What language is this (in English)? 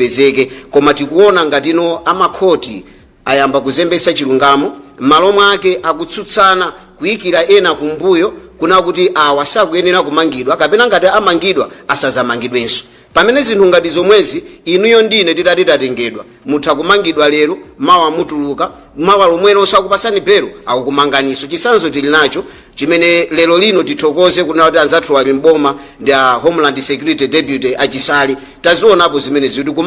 Nyanja